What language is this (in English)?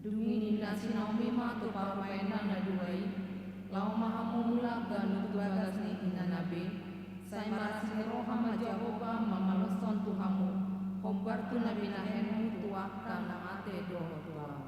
Batak Toba